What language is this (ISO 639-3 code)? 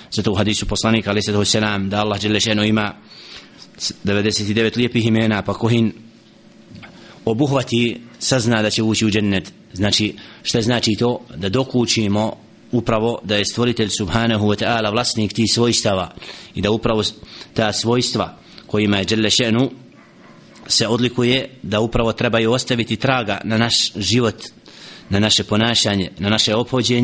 bos